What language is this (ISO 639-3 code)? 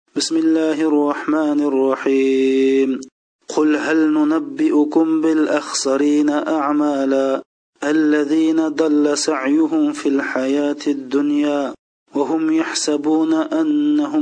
uig